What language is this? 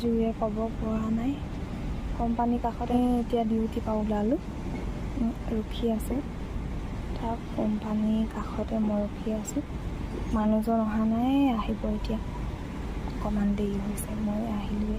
Assamese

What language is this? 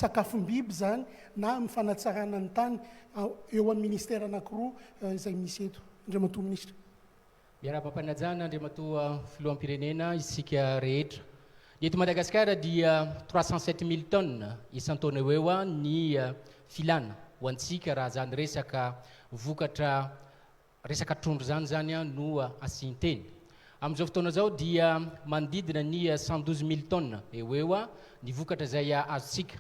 Malagasy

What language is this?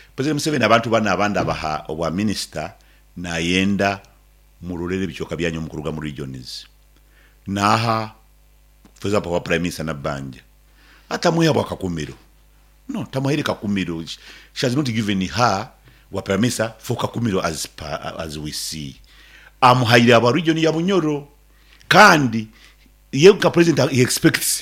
Nyoro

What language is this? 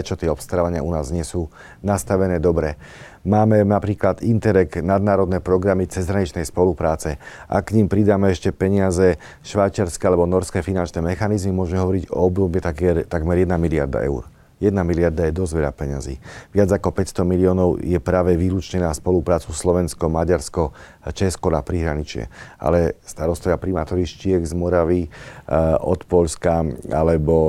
Slovak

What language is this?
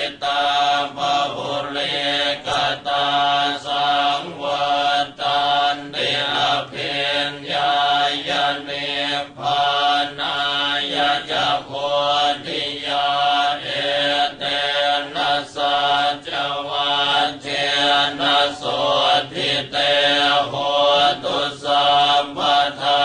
Pali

